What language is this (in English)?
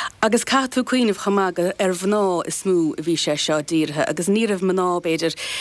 Irish